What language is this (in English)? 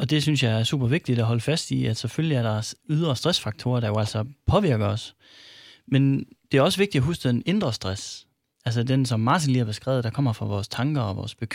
Danish